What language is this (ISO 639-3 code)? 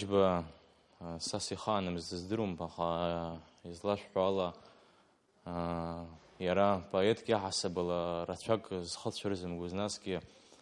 abk